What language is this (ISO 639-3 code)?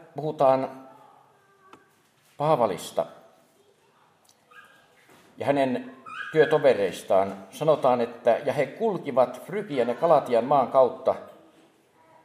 fin